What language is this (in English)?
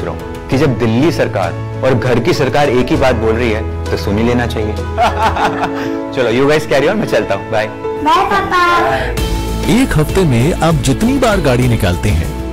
Hindi